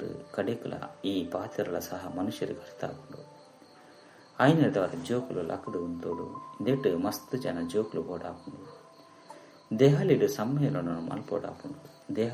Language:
Tulu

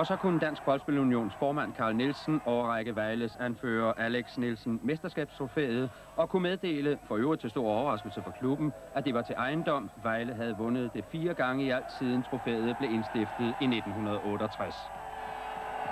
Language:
Danish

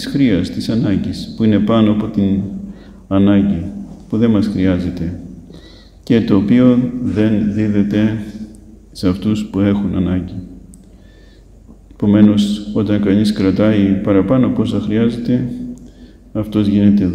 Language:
Greek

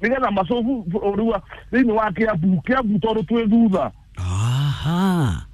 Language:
Kikuyu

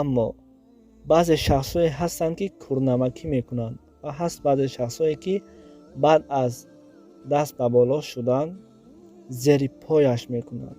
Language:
Tajik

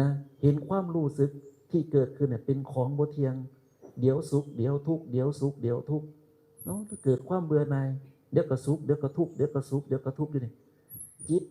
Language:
Northeastern Thai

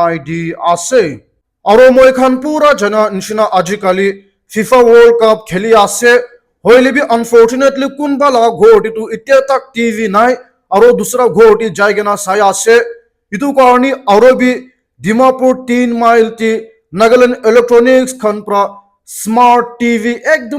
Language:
Naga Pidgin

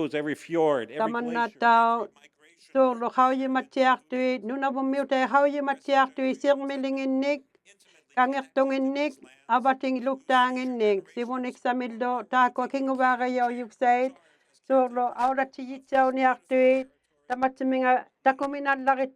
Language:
Inuktitut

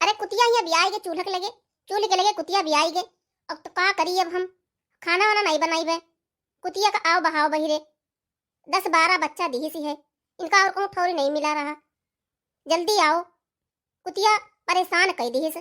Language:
Awadhi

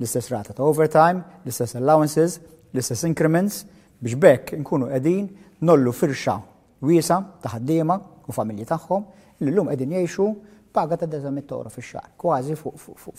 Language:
Maltese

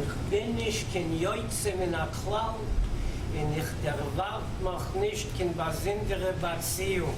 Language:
Yiddish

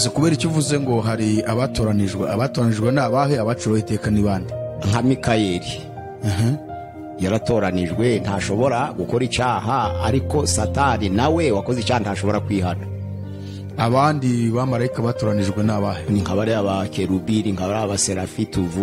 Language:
Kinyarwanda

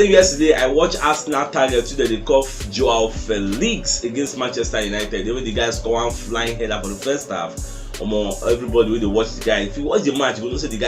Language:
Nigerian Pidgin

